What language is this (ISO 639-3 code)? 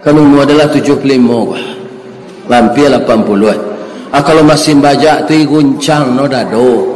min